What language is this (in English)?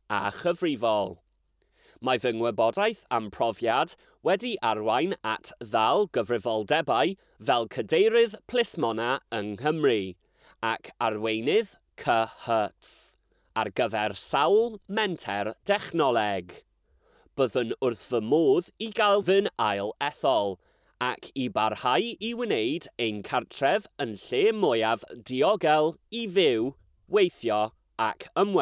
Welsh